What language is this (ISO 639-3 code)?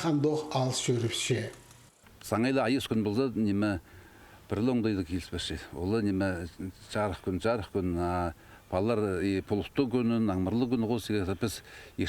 kjh